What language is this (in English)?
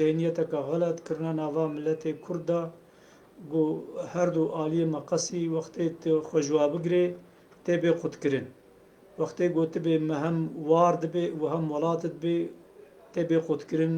Kurdish